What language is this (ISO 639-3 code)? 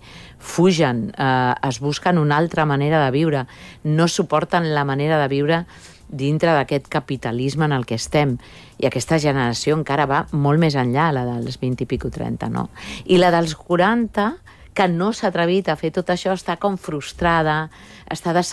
cat